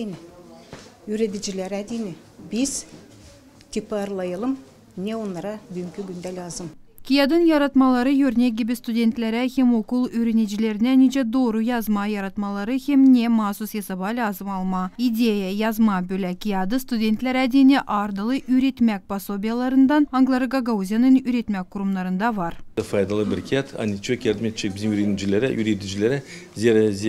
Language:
Gagauz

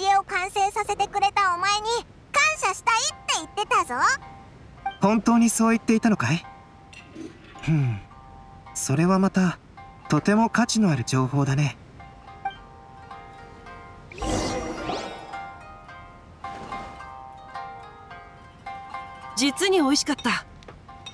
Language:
Japanese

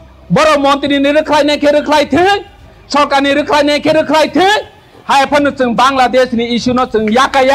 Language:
Kok Borok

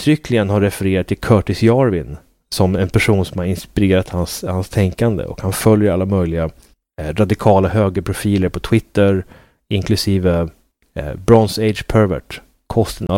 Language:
Swedish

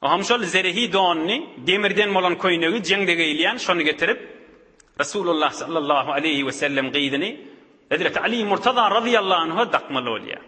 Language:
Turkmen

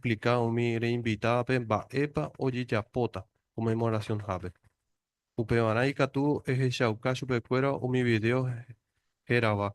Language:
Guarani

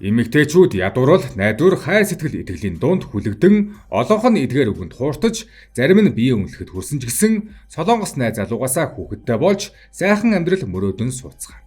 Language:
Mongolian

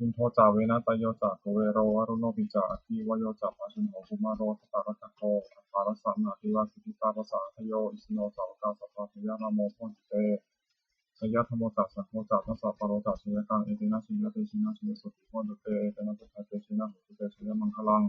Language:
Pali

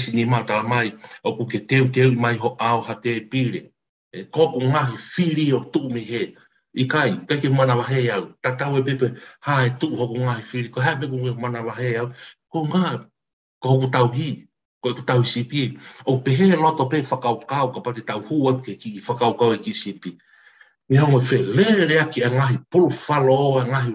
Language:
Tongan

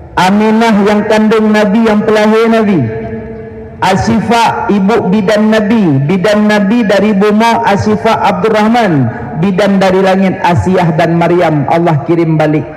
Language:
Achinese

